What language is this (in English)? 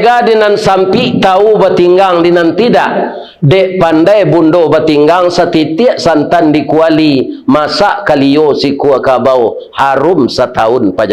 Minangkabau